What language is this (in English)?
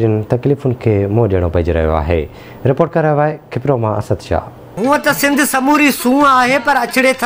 Sindhi